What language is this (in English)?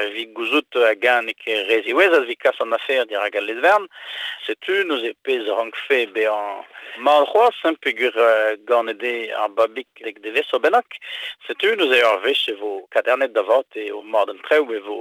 Breton